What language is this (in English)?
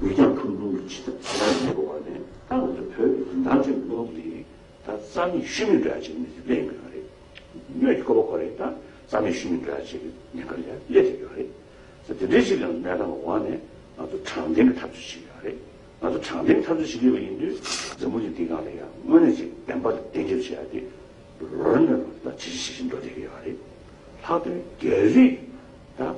Tibetan